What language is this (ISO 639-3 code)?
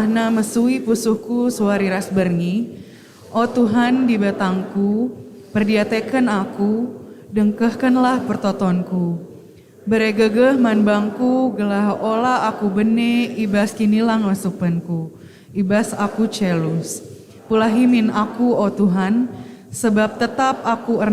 btx